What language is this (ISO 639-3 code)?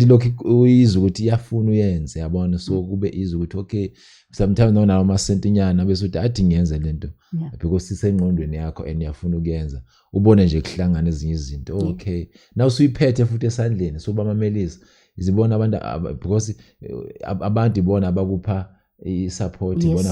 zul